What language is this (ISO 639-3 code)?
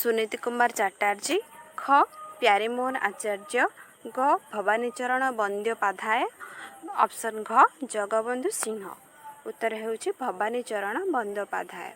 ori